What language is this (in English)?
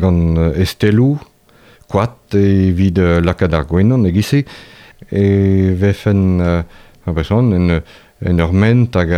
Breton